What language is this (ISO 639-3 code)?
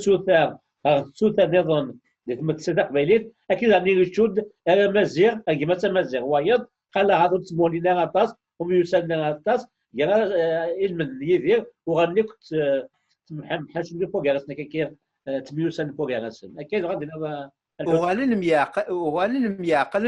kab